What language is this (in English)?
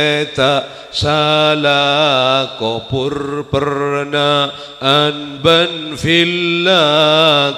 Madurese